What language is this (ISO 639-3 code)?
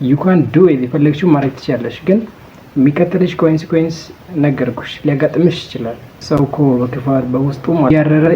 amh